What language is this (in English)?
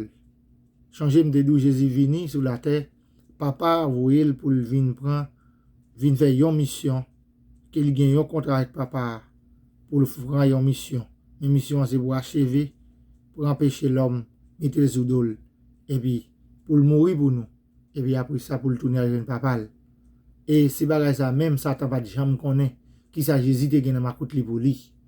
Haitian Creole